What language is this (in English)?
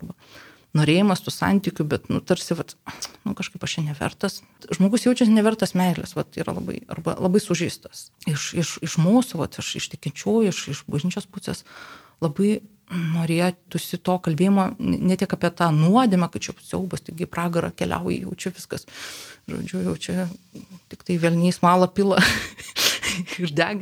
Lithuanian